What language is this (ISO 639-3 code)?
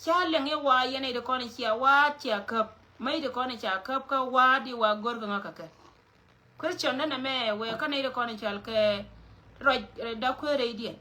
nus